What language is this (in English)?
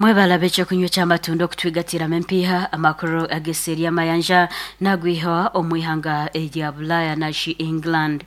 Nyankole